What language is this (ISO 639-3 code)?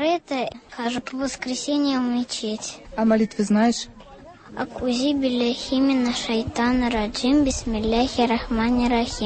tat